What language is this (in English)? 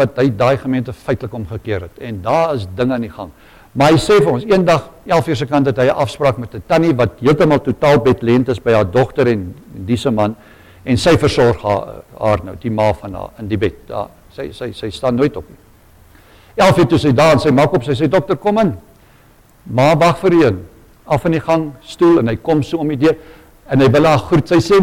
Afrikaans